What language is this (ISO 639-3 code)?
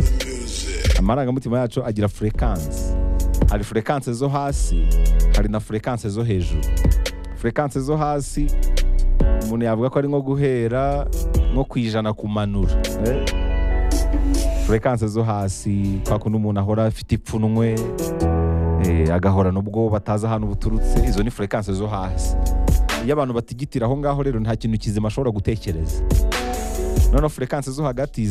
kin